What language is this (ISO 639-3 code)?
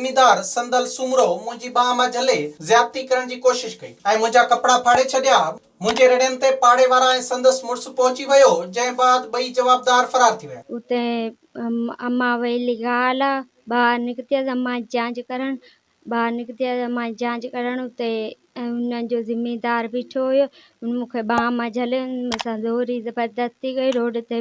snd